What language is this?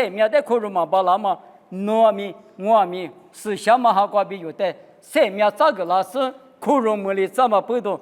Lisu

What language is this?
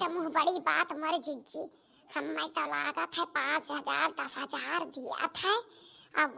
Awadhi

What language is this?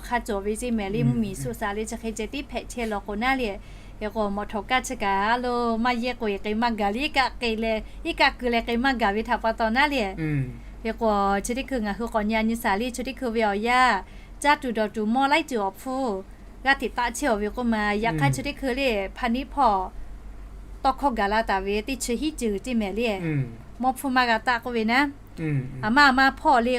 Lahu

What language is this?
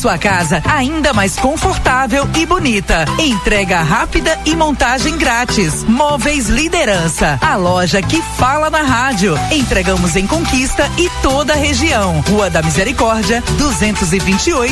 Portuguese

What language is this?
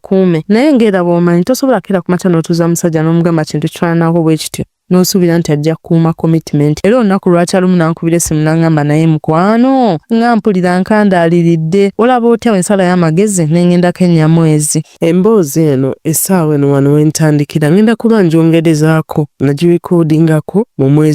Ganda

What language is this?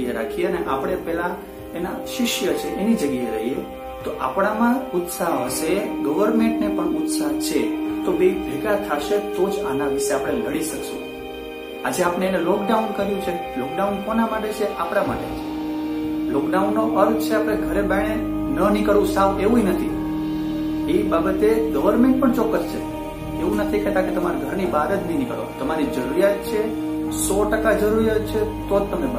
Gujarati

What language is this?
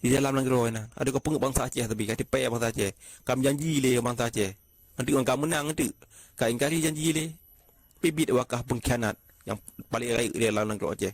Achinese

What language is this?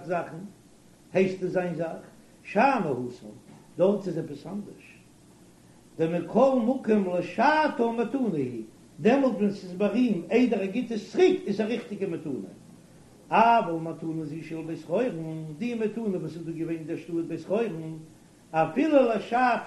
Yiddish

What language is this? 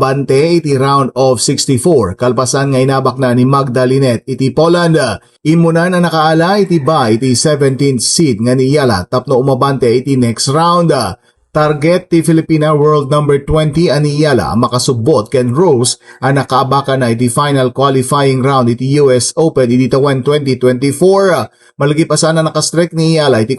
Iloko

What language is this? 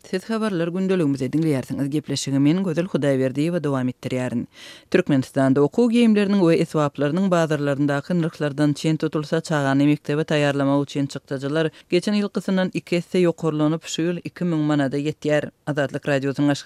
Turkmen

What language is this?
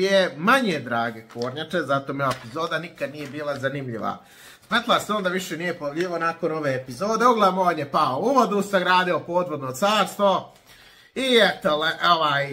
Croatian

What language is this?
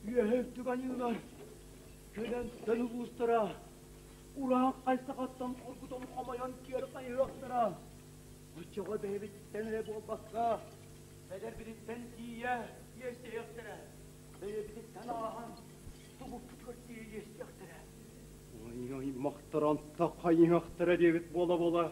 Yakut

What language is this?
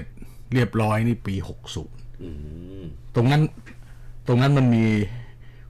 Thai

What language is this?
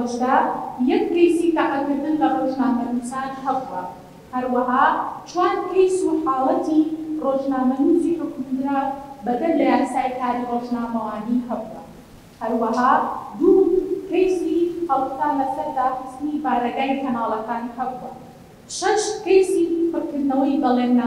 Central Kurdish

